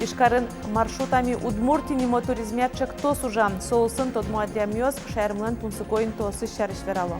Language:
Udmurt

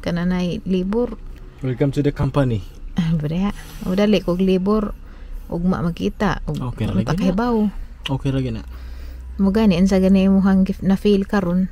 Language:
Cebuano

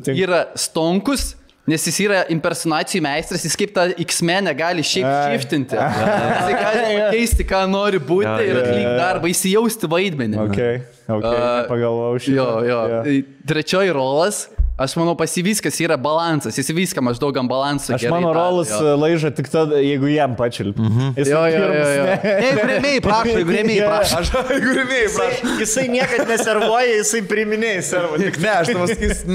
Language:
Lithuanian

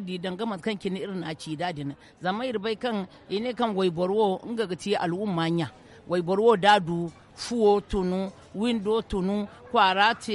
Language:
Zarma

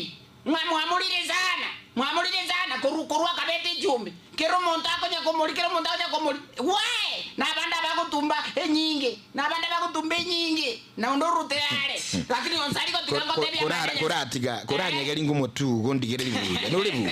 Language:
Gusii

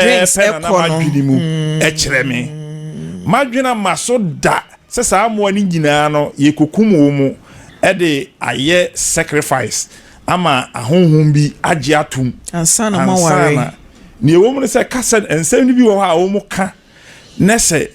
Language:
Akan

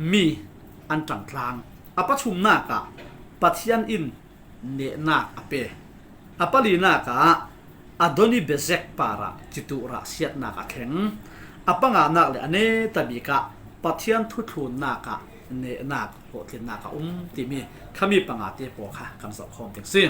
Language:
Falam Chin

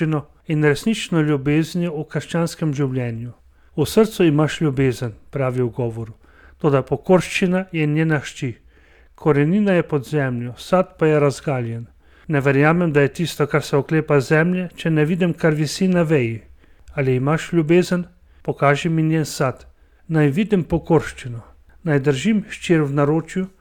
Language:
Slovenian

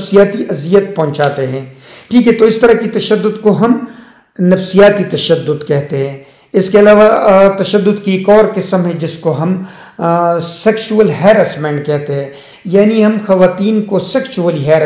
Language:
Urdu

